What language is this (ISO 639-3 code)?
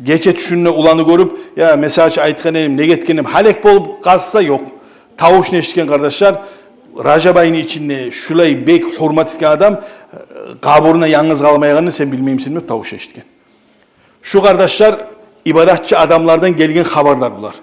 kum